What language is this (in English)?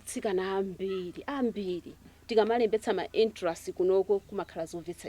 Nyanja